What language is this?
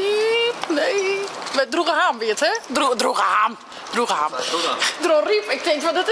Western Frisian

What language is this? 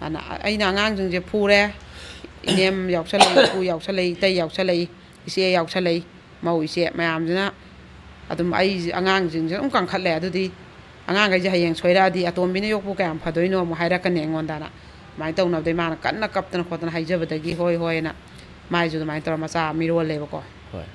Manipuri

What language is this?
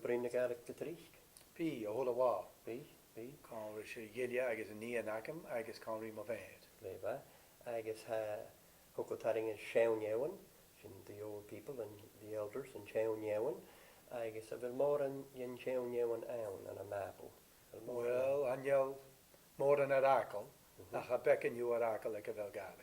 Scottish Gaelic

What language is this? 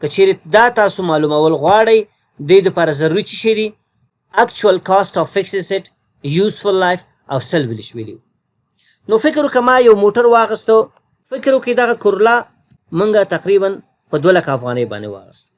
Pashto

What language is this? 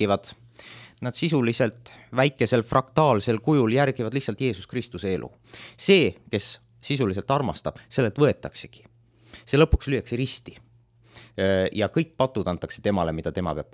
Estonian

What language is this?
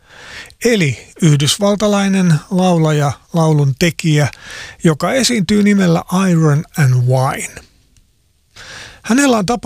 Finnish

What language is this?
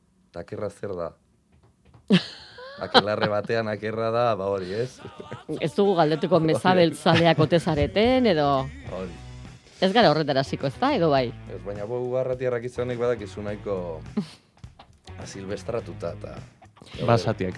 Basque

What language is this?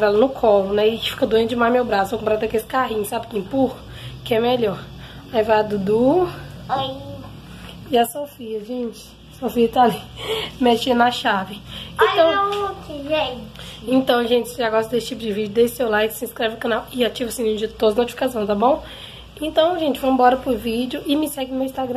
Portuguese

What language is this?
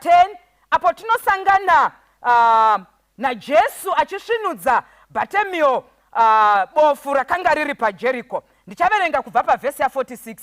Shona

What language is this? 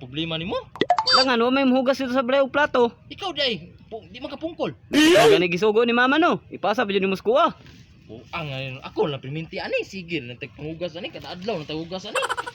Cebuano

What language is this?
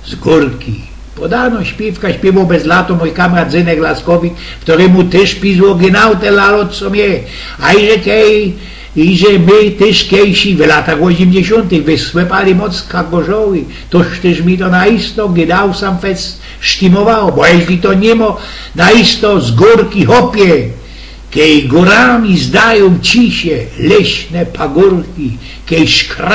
Silesian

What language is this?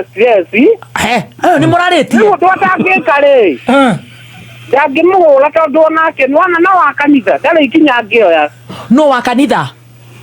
Kikuyu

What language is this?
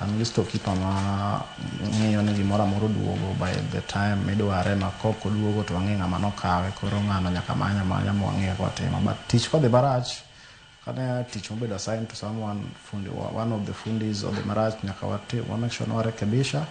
Luo (Kenya and Tanzania)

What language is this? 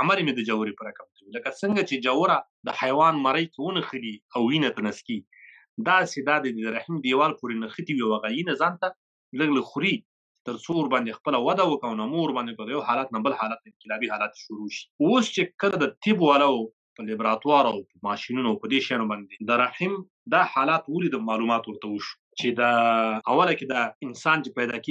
Pashto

